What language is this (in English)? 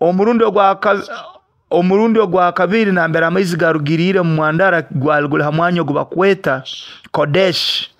Nyoro